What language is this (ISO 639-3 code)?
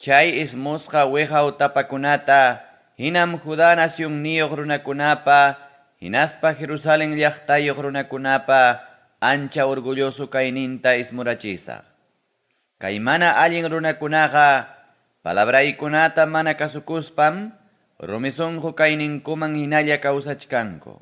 quy